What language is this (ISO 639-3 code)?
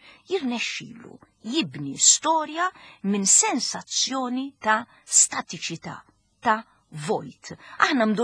mlt